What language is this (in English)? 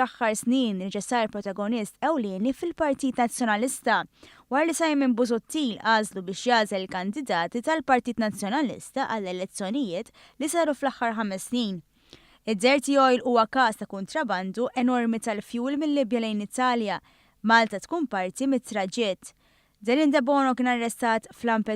Maltese